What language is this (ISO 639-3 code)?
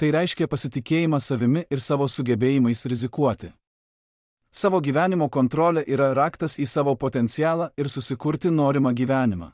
lit